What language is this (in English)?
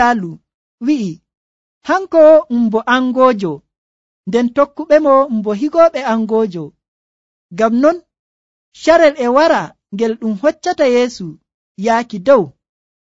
Nigerian Fulfulde